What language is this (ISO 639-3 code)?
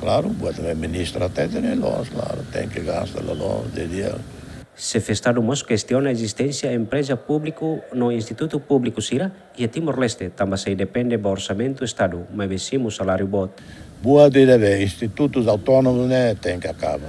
tet